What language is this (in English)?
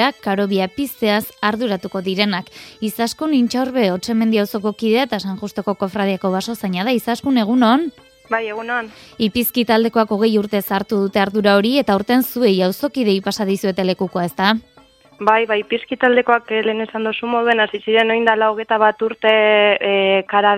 Basque